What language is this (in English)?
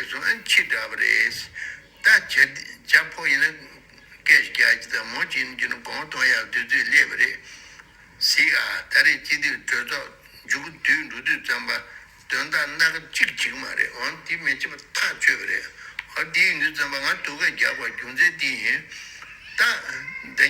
Tibetan